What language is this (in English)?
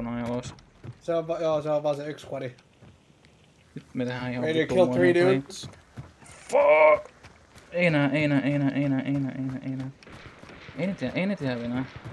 Finnish